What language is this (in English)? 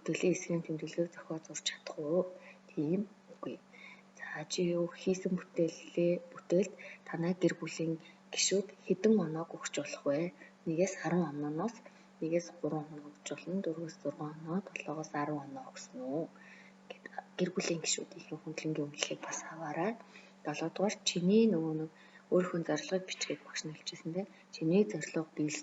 Mongolian